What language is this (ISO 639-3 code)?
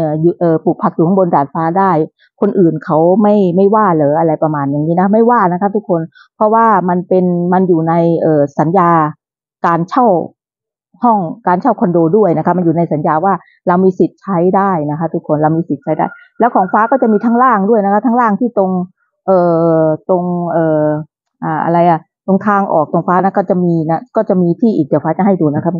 tha